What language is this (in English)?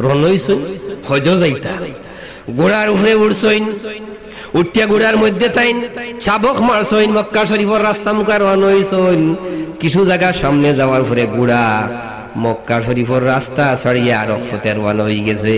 Sylheti